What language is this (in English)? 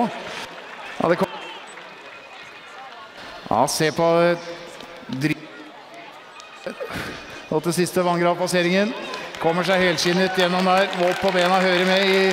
Norwegian